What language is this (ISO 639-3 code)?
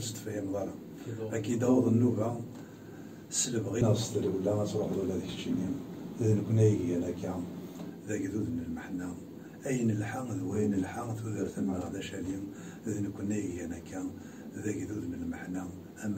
kab